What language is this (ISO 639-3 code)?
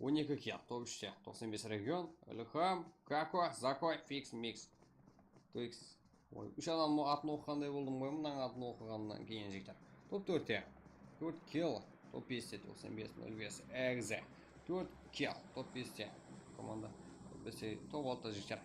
kaa